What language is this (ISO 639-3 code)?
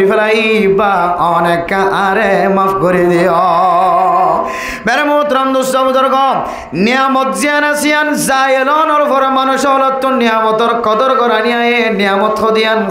rhg